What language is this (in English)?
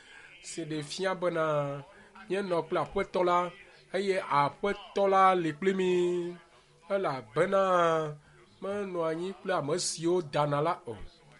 Ewe